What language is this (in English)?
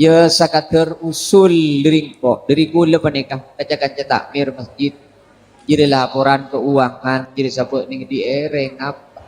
Madurese